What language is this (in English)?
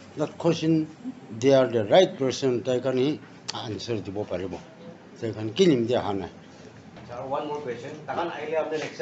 Naga Pidgin